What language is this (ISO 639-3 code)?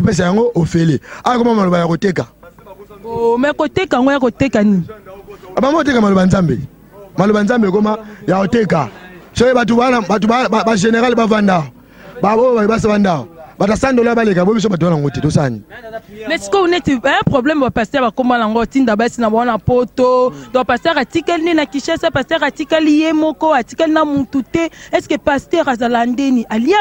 lin